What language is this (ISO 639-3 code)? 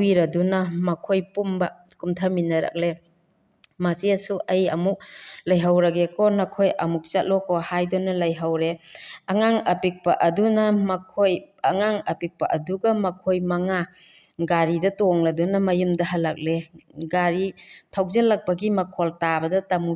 mni